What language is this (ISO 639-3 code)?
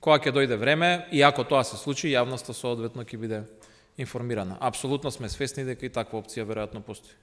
mkd